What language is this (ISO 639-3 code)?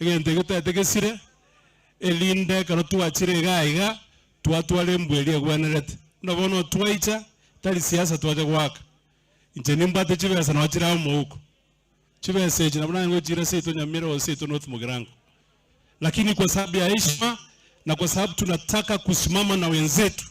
guz